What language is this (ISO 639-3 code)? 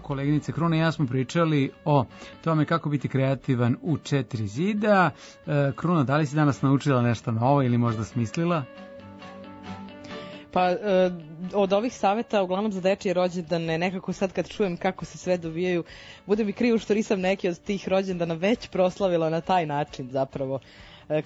srp